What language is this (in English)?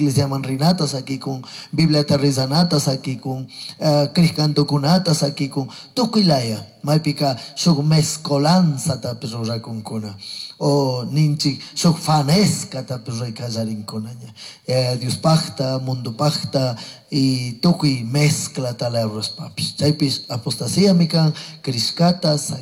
Chimborazo Highland Quichua